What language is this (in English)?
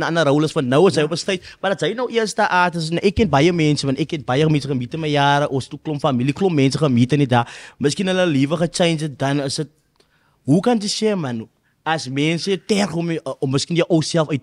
Afrikaans